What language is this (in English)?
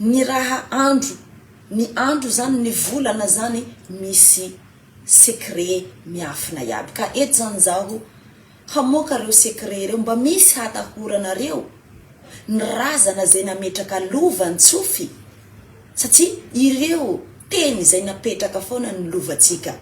Malagasy